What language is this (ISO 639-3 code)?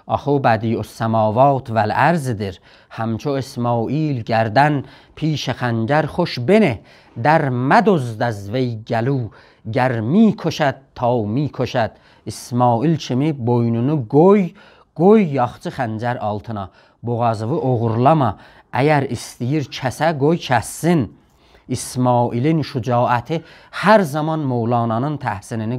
azb